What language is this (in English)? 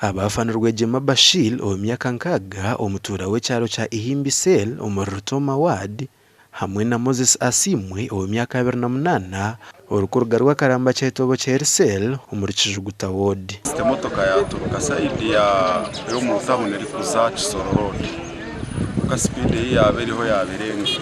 Nyankole